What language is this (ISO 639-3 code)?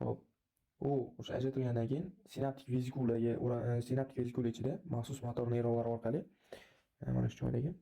uzb